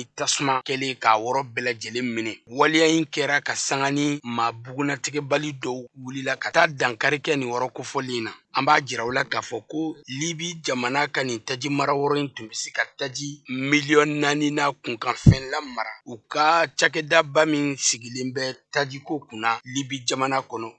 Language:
Bambara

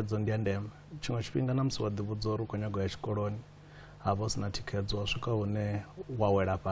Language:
Venda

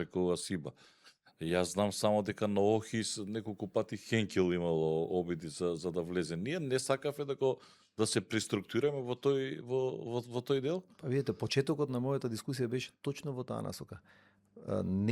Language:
Macedonian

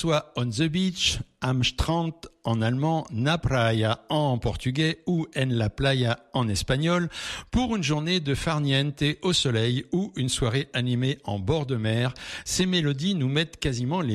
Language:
French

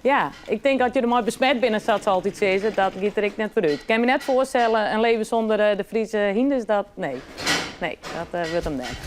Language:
Western Frisian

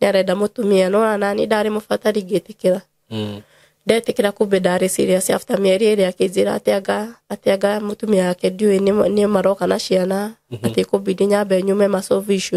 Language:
Kikuyu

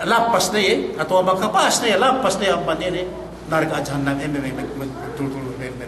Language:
Yakan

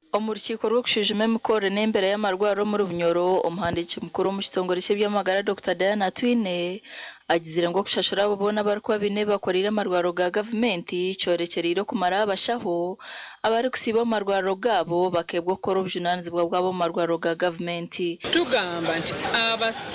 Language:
Nyankole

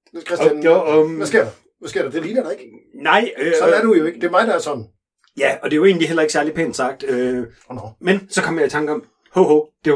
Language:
Danish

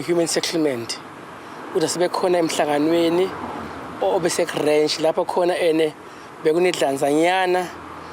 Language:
Zulu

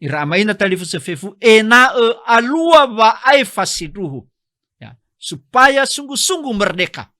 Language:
Nias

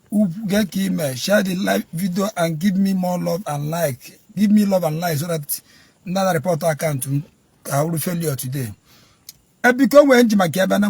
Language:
Igbo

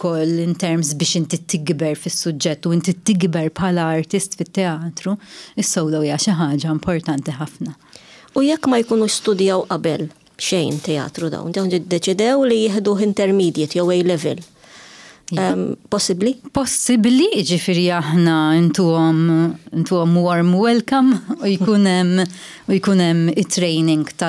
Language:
Maltese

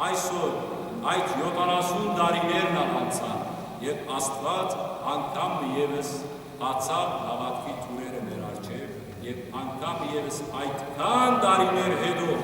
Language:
Western Armenian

